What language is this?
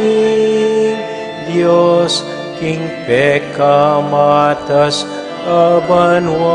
Pampanga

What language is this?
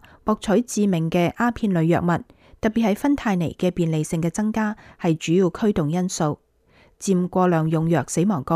Cantonese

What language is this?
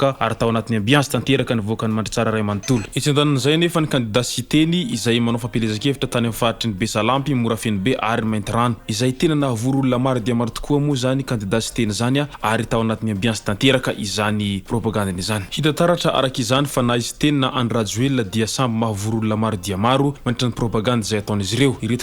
Malagasy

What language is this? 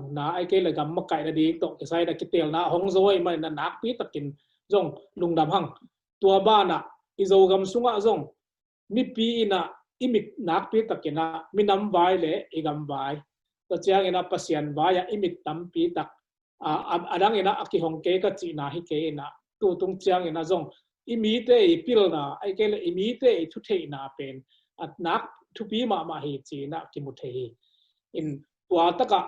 Tedim Chin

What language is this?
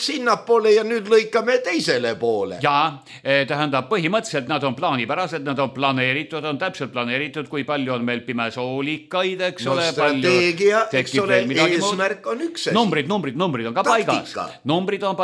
Estonian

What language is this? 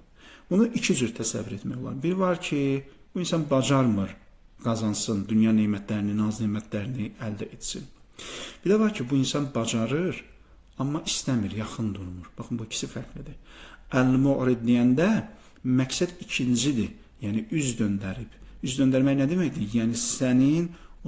Azerbaijani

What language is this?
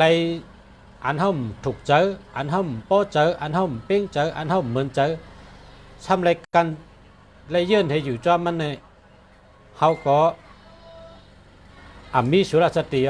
Shan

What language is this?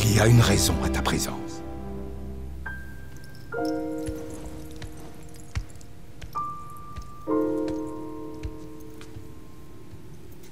French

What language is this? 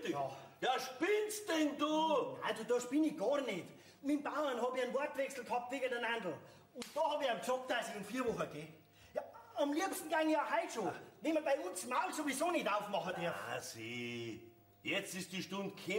Bavarian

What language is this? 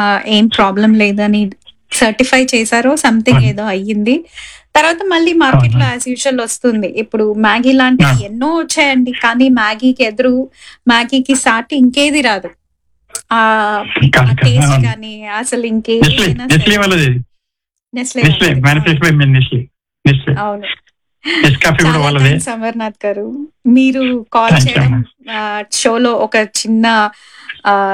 Telugu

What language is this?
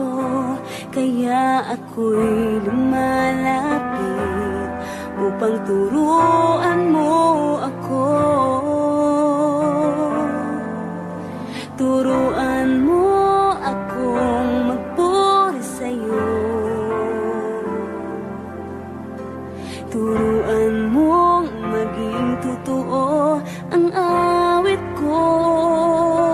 Filipino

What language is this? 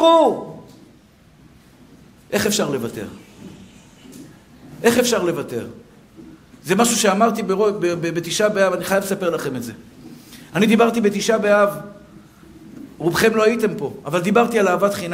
Hebrew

